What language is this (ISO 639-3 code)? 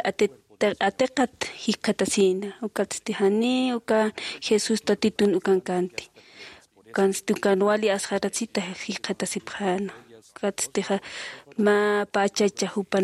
aym